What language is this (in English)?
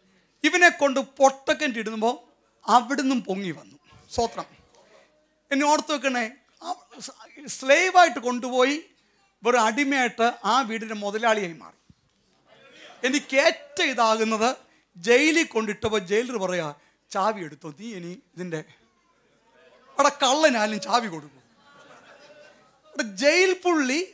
Malayalam